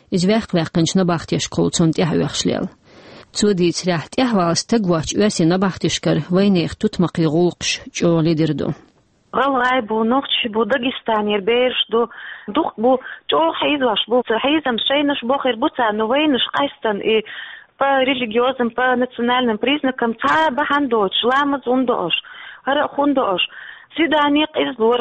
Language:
Chechen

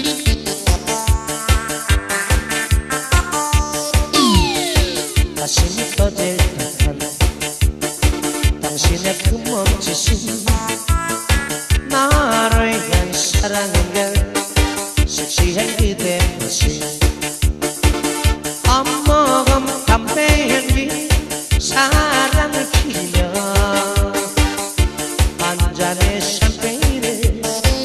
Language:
Korean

